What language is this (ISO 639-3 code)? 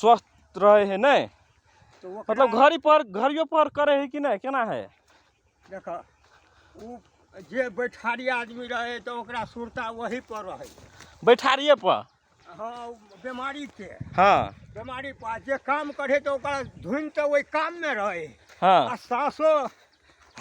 mag